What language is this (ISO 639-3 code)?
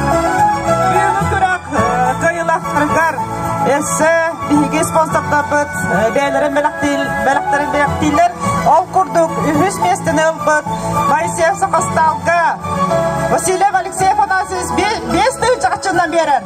sah